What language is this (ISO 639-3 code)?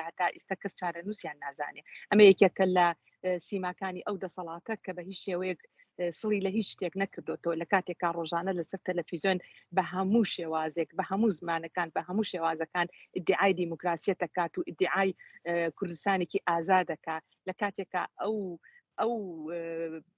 ckb